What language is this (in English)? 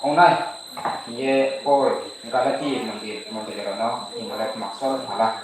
Riang (India)